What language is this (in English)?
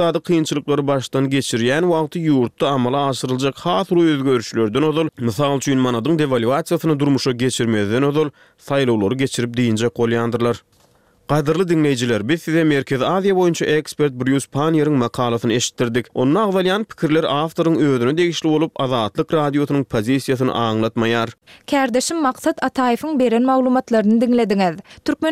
Turkmen